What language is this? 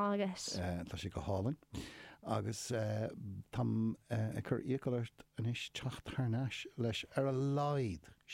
Irish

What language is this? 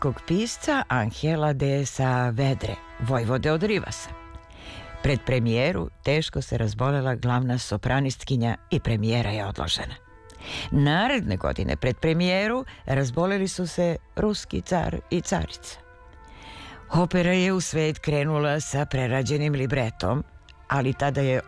Serbian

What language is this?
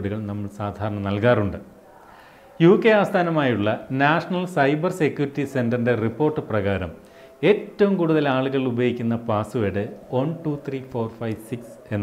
Malayalam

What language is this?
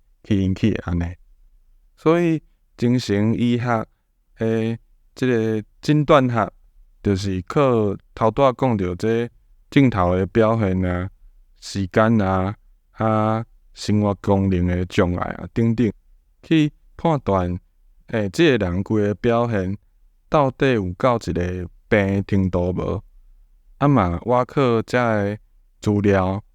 Min Nan Chinese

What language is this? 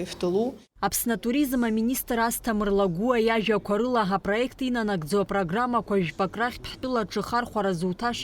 Abkhazian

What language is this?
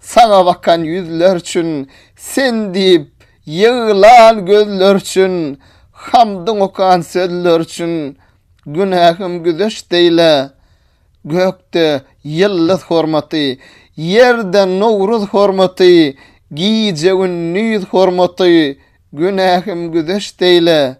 Turkmen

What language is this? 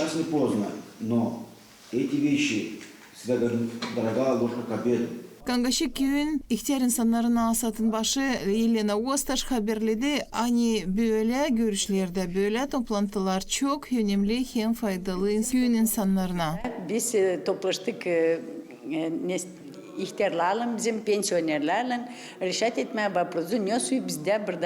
Gagauz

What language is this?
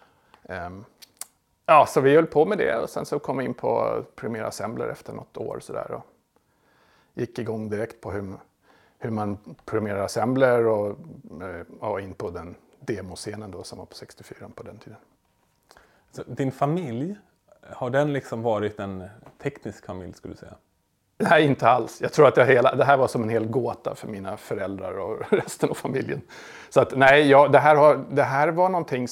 Swedish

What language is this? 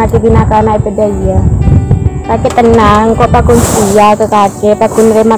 Madurese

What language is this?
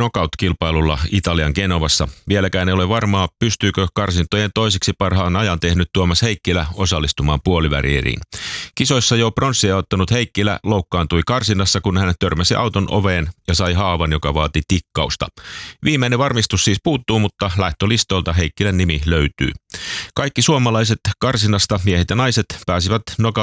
Finnish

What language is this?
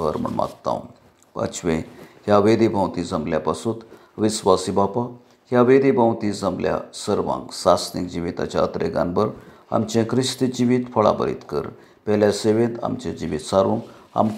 Konkani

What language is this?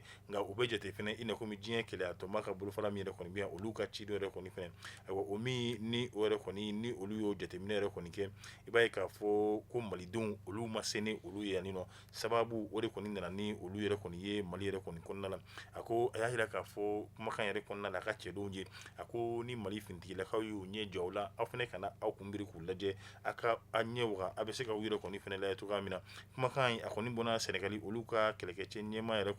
Bambara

